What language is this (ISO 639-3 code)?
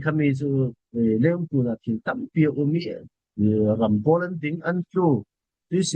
cfm